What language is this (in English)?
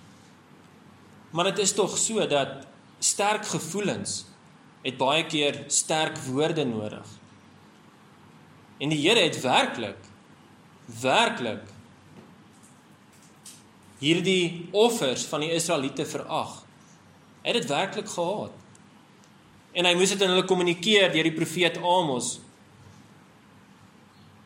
Afrikaans